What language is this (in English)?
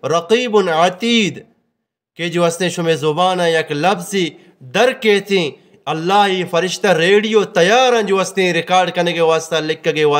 Eastern Balochi